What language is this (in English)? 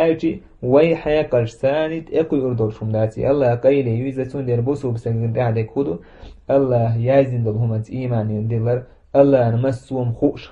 Chechen